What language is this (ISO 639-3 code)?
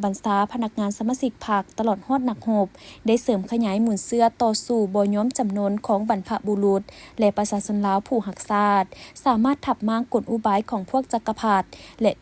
lao